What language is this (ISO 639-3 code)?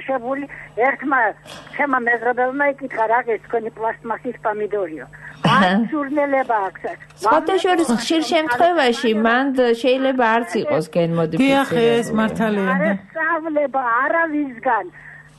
kat